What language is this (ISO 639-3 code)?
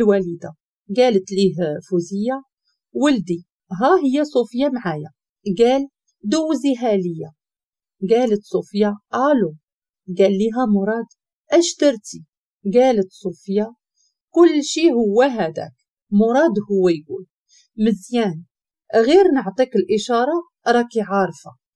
ary